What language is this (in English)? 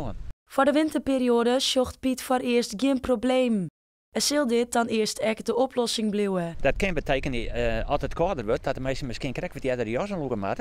Western Frisian